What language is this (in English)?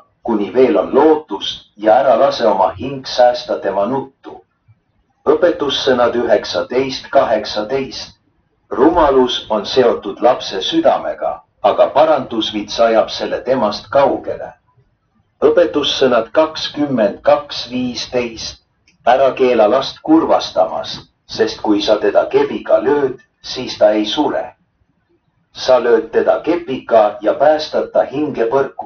Estonian